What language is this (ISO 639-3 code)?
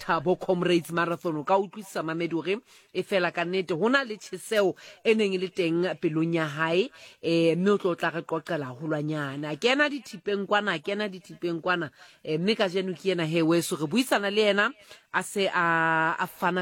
sot